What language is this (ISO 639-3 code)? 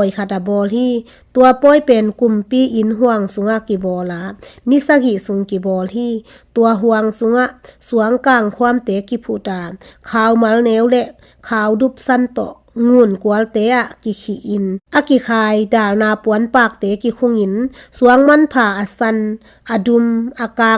ctd